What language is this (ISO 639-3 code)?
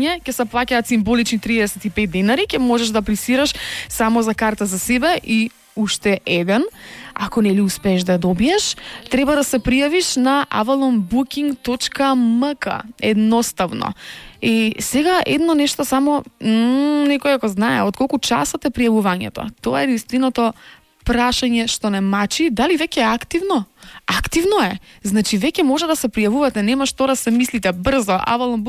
mkd